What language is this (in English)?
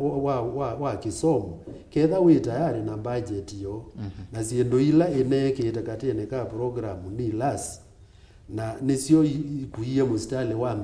Kamba